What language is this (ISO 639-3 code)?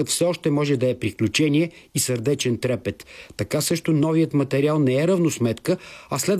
bul